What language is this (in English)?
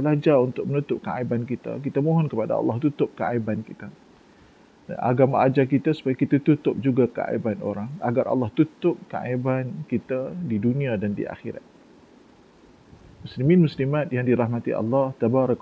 Malay